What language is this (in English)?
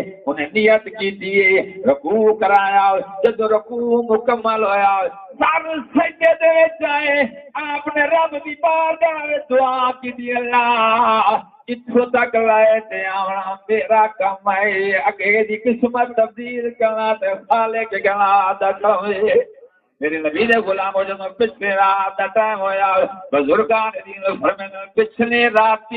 Saraiki